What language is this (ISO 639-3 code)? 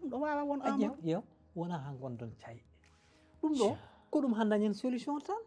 ful